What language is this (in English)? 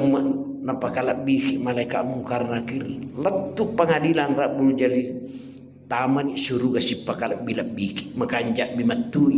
Buginese